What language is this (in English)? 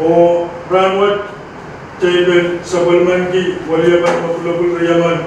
Pohnpeian